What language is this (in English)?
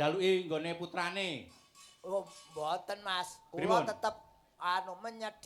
Javanese